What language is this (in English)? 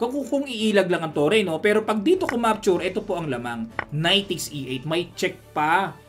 Filipino